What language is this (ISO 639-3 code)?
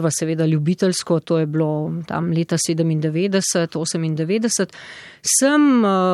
slv